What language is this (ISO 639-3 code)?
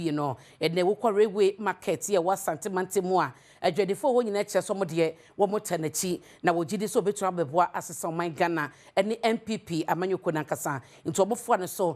aka